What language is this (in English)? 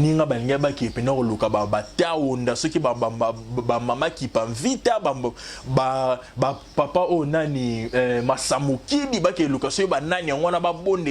Lingala